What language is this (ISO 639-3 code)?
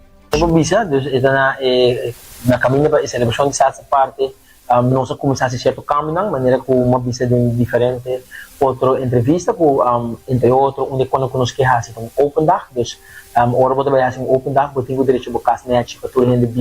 pap